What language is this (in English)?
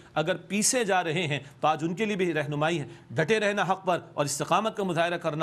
Urdu